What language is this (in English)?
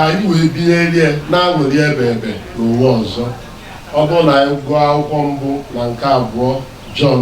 Igbo